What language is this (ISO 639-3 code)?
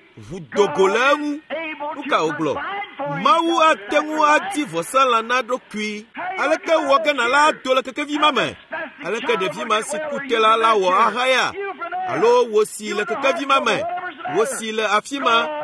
ewe